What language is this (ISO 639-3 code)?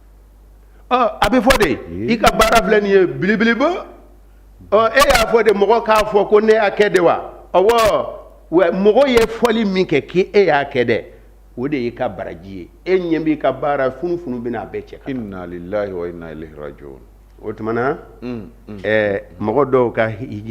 bam